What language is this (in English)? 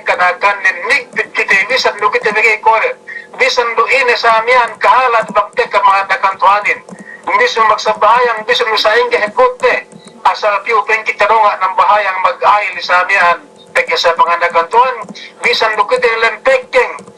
Yakan